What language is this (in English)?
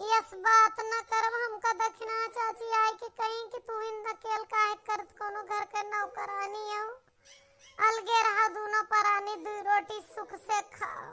Awadhi